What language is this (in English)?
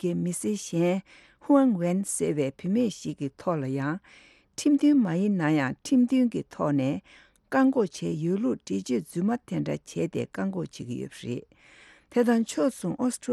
Tibetan